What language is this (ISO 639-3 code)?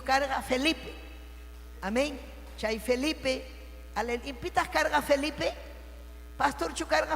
quy